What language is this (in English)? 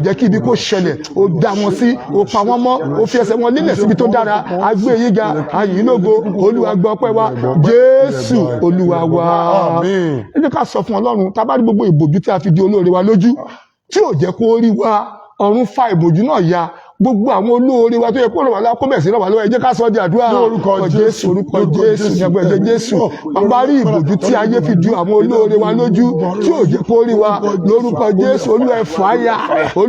Yoruba